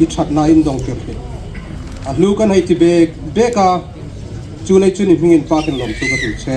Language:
Hmar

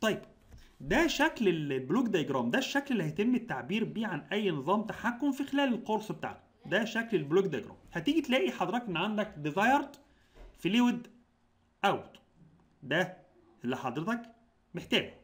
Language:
Egyptian Arabic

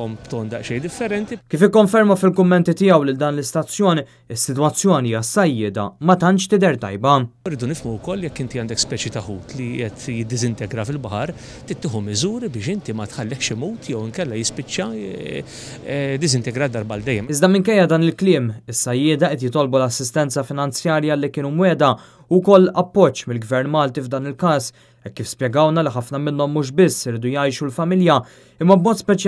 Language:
Maltese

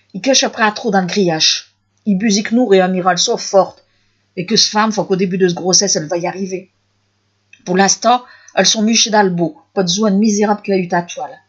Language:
Picard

